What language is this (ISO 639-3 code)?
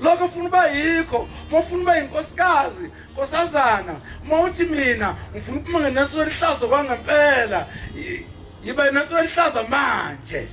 zul